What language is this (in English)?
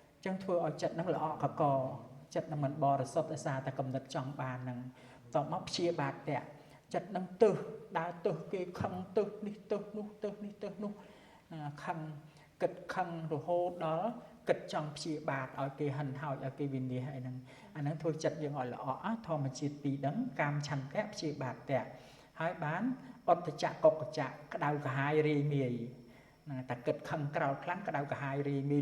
Khmer